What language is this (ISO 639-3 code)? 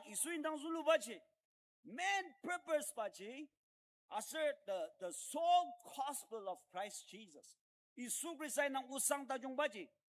njo